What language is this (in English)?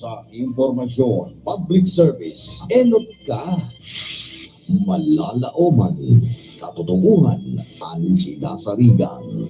Bikol